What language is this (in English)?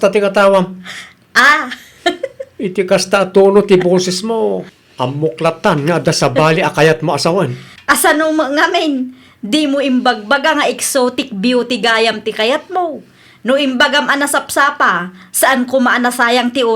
Iloko